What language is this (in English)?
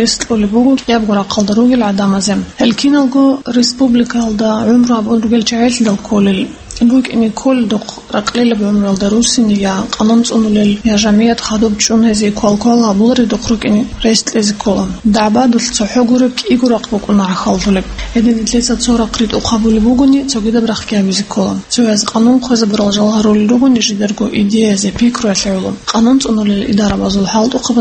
Avaric